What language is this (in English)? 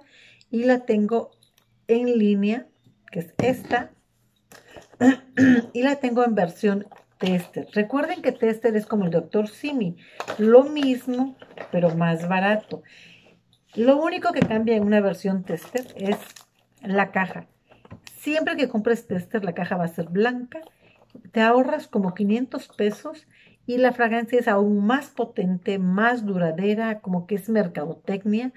Spanish